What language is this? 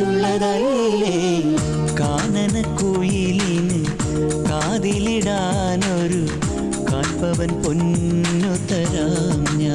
Malayalam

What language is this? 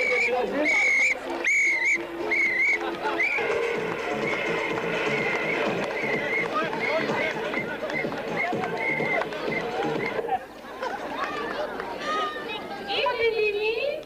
Greek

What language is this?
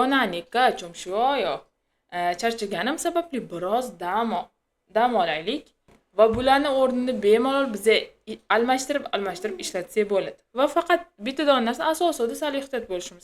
Uzbek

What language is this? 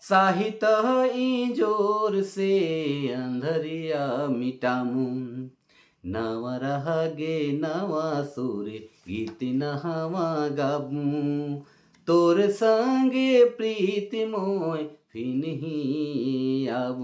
Sadri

